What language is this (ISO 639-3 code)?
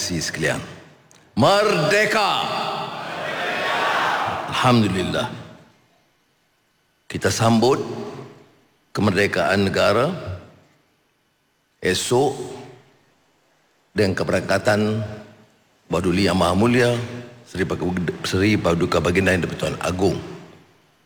msa